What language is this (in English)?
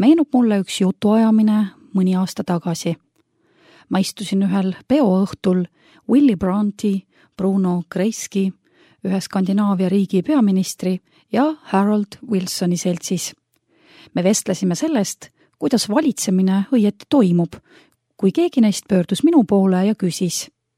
Estonian